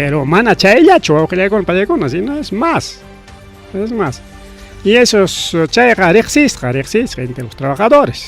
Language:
Ayacucho Quechua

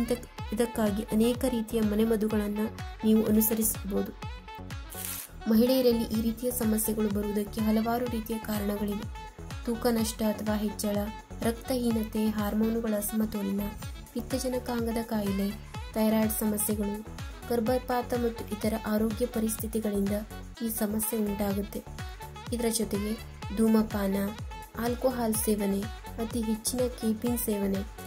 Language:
Kannada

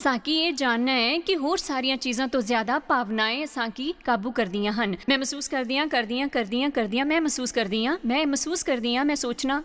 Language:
Dogri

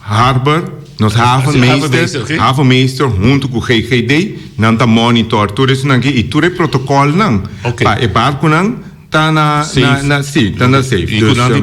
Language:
Papiamento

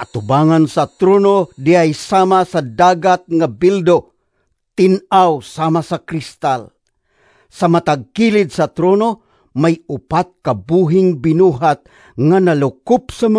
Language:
Cebuano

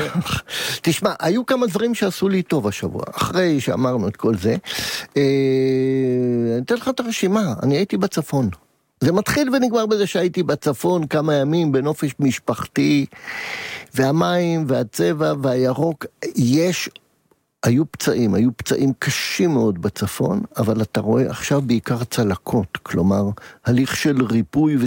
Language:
Hebrew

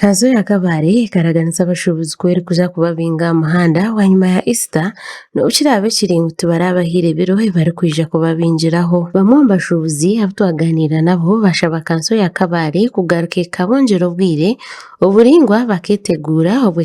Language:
Nyankole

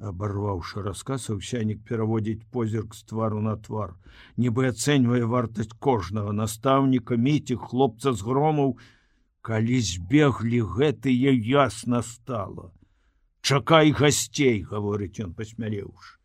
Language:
Belarusian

